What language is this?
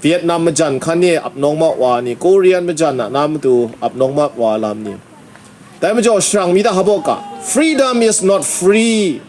Kachin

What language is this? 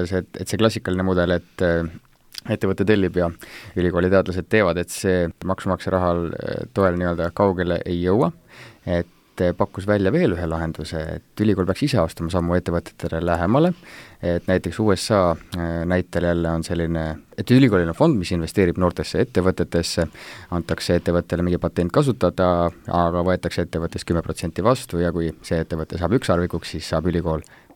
Estonian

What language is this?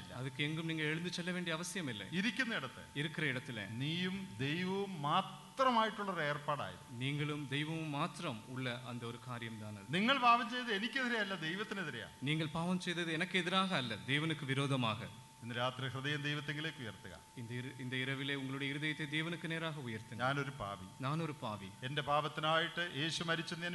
Malayalam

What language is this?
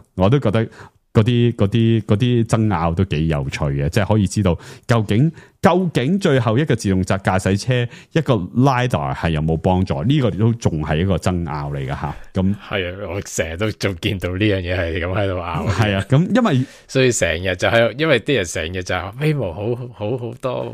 Cantonese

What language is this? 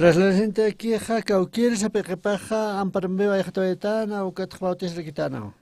Aymara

